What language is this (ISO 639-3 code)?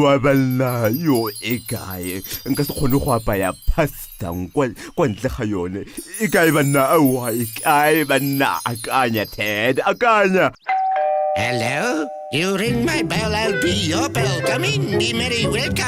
tsn